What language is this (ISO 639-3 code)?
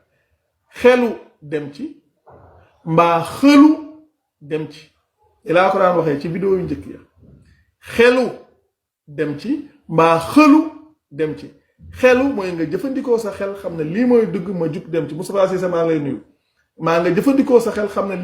wol